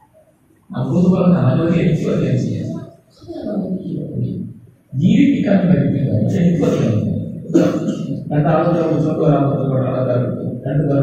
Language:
Malayalam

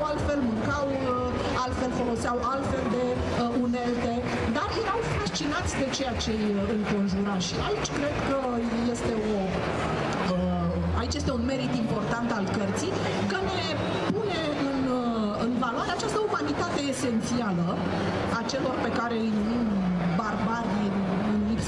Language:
Romanian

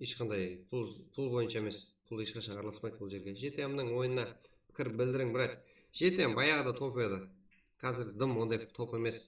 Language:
Kara-Kalpak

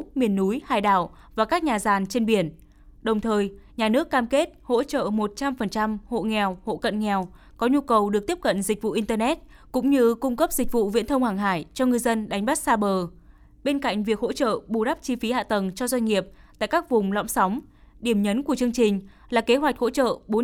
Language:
Vietnamese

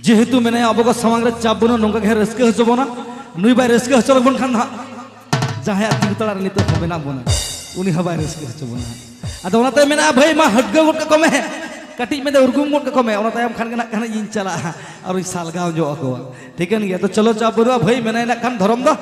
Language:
Santali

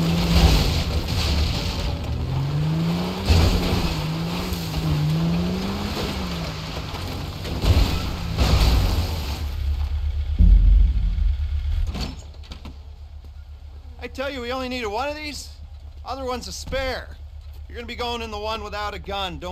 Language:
English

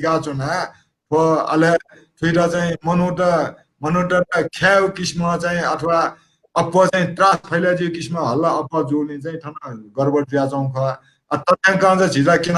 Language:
Newari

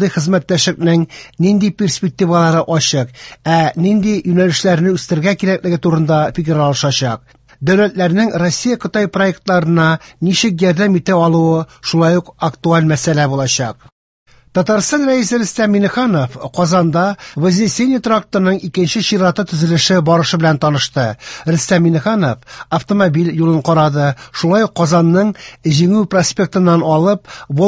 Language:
Tatar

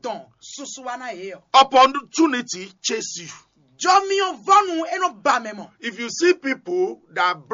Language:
Fon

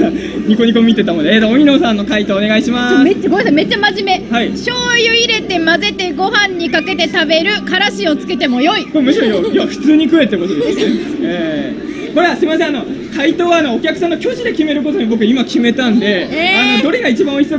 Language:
Japanese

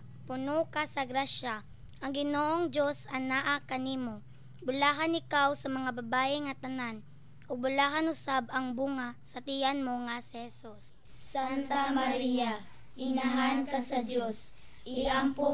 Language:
Cebuano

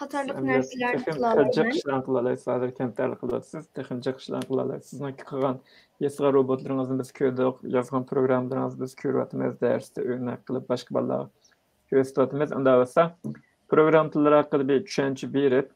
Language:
Uyghur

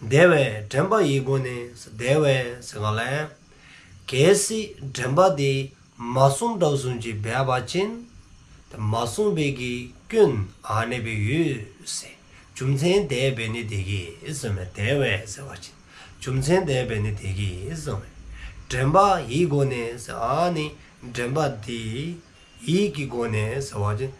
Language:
Dzongkha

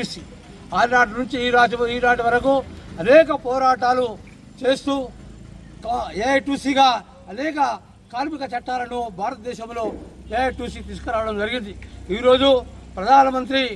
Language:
Telugu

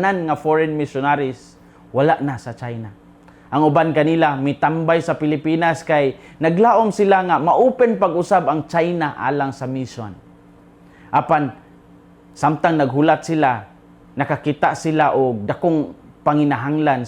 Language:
Cebuano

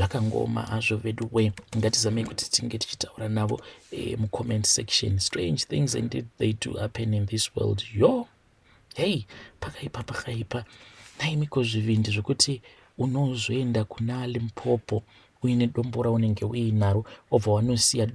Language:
Shona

